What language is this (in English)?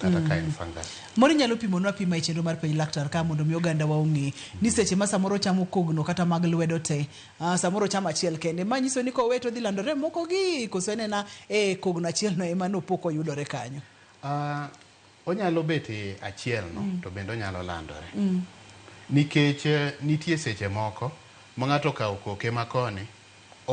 Luo (Kenya and Tanzania)